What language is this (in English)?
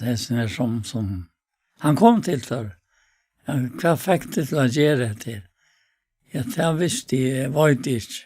Faroese